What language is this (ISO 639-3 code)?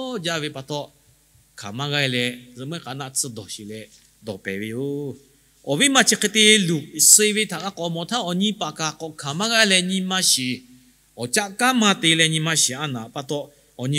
lhu